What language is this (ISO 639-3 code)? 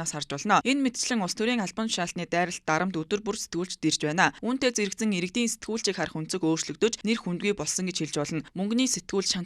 mon